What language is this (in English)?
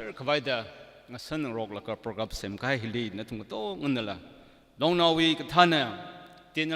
Tangkhul Naga (India)